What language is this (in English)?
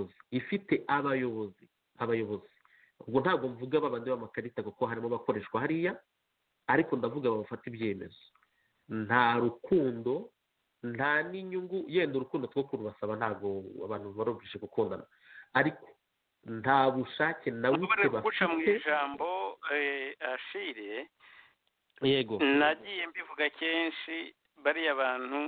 Kinyarwanda